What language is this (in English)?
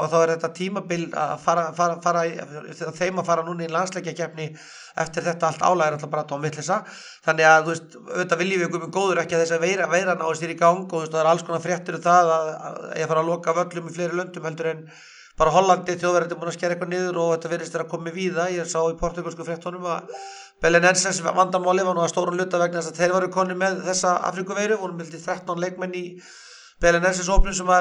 Icelandic